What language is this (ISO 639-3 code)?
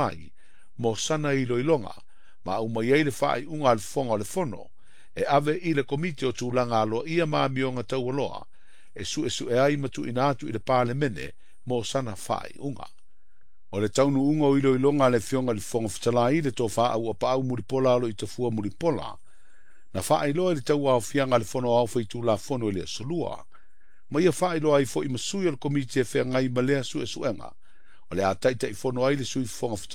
smo